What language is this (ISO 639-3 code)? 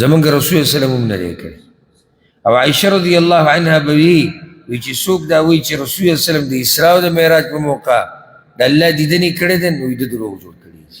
pus